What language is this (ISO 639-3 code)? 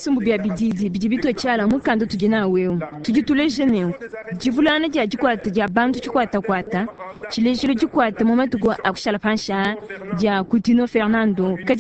lua